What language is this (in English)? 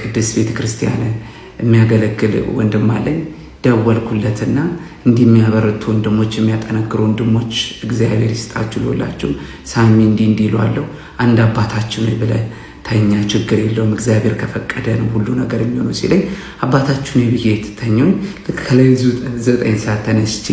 Amharic